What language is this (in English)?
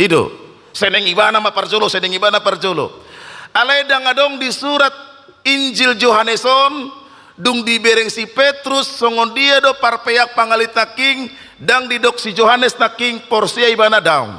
Batak Toba